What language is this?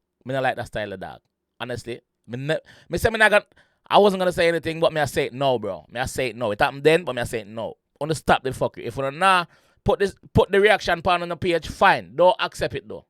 Jamaican Creole English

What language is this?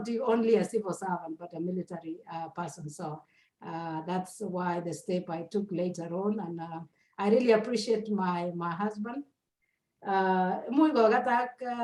Kalenjin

